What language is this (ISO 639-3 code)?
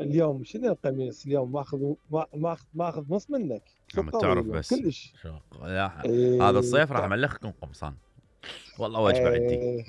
acm